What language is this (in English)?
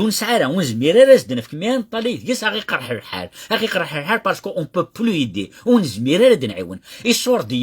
Kabyle